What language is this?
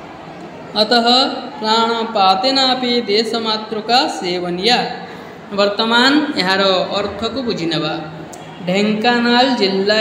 Odia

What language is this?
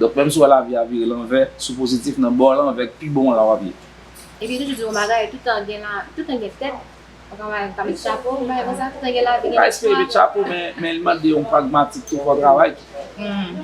Haitian Creole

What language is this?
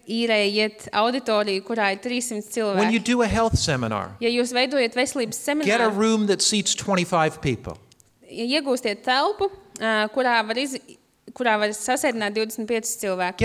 Latvian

